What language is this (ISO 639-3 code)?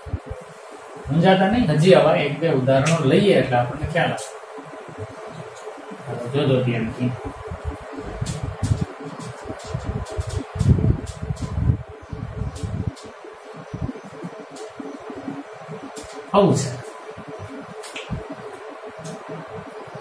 guj